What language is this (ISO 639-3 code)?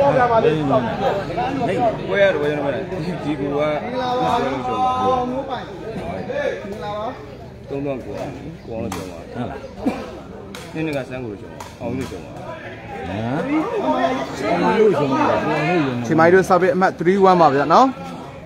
mya